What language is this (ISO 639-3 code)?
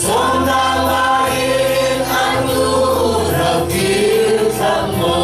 cfm